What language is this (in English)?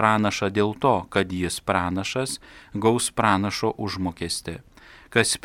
Lithuanian